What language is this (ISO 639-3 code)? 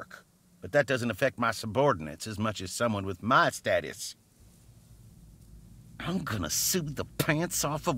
eng